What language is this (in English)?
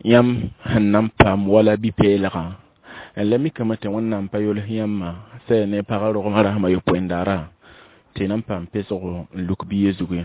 Mossi